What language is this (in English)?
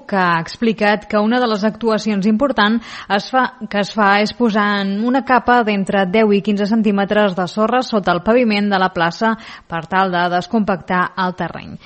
Catalan